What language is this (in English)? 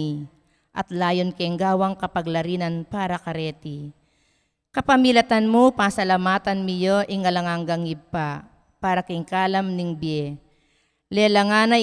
Pampanga